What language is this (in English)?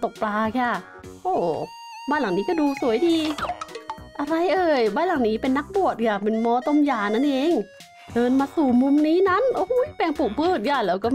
Thai